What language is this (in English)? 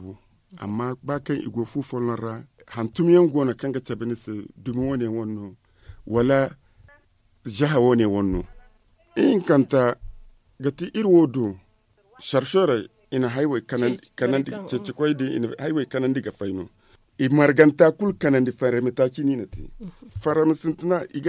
Zarma